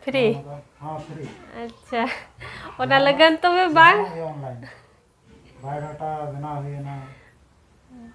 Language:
Santali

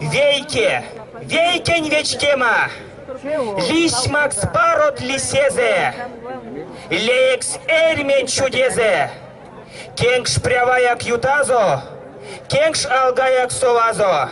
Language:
Erzya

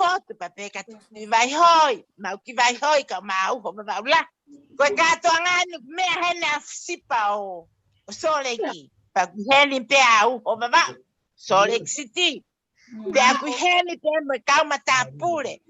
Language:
Tongan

